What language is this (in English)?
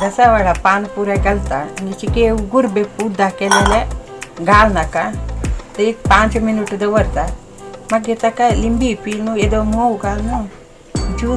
Konkani